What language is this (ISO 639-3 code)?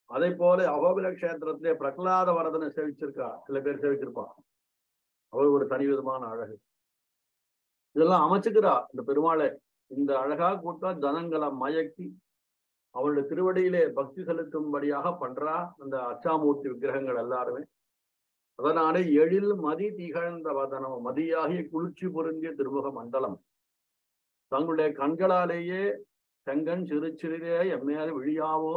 tam